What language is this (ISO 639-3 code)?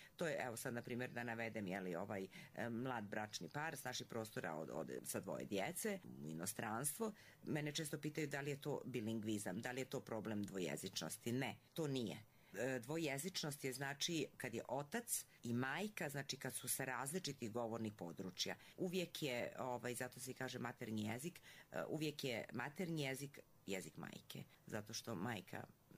hrv